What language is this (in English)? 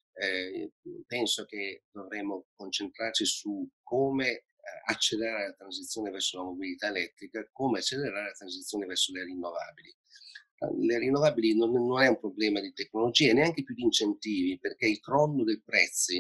Italian